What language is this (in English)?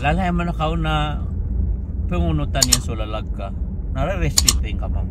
Maranao